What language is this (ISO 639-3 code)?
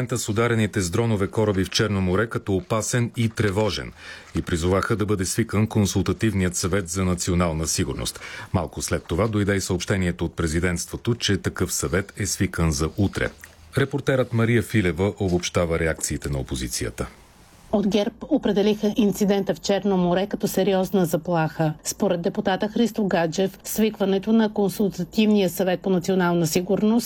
bul